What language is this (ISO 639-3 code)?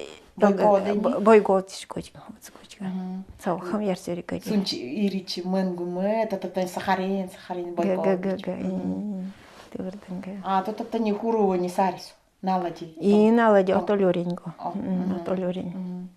gld